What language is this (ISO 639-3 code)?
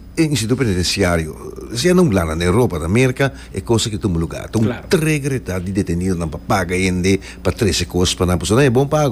pap